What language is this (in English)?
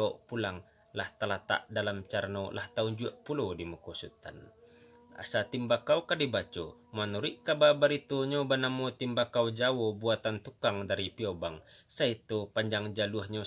Minangkabau